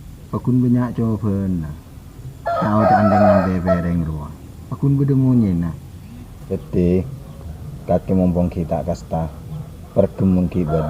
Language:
Madurese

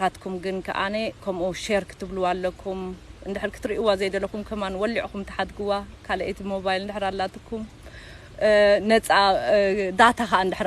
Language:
Tigrinya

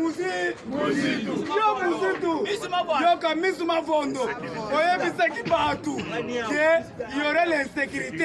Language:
Lingala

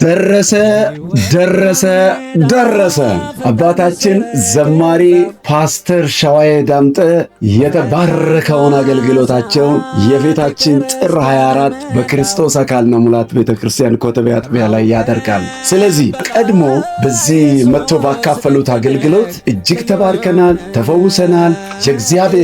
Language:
Amharic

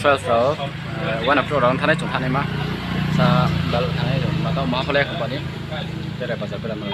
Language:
Riang (India)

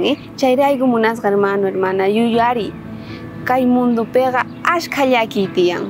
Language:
South Bolivian Quechua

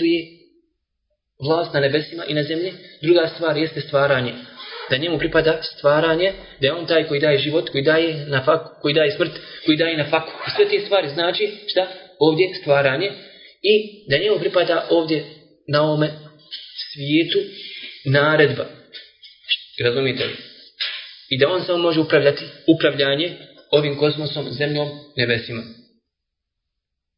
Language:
Bosnian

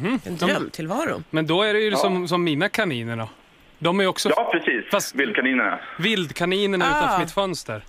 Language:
Swedish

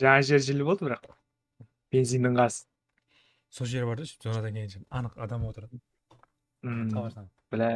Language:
Kara-Kalpak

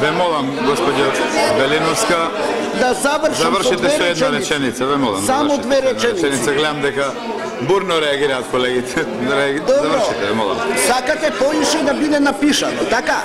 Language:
Macedonian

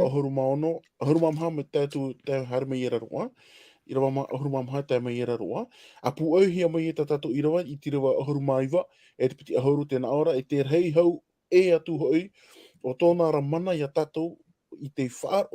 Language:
Tahitian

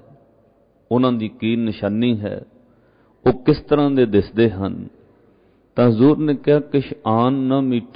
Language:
Punjabi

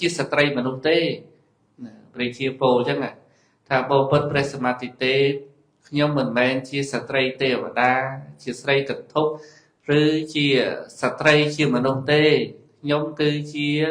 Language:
Khmer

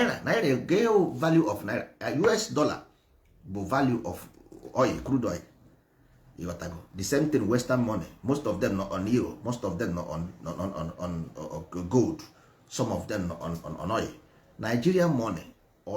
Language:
Igbo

